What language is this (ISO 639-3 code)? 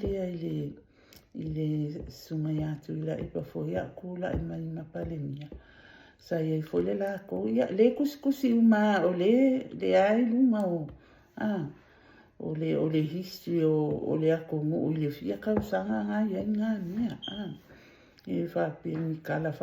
smo